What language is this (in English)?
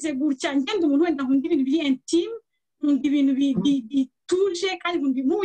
Kinyarwanda